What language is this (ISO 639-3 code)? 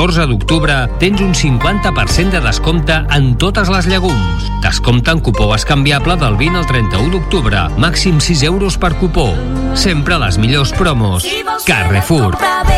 cat